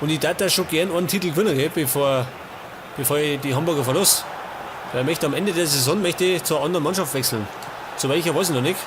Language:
Bavarian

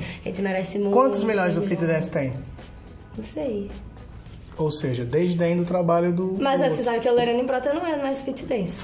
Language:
Portuguese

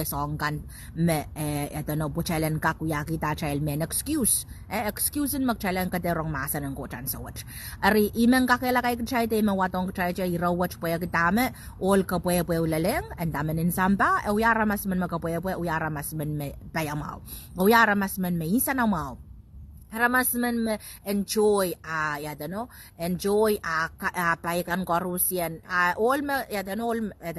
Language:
Pohnpeian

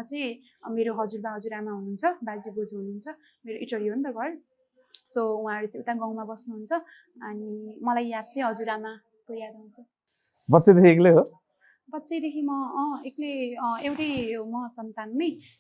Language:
Nepali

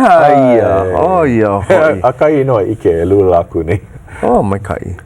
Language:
Hawaiian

